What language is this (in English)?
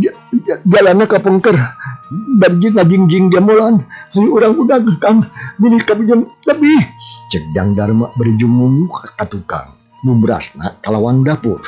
Sundanese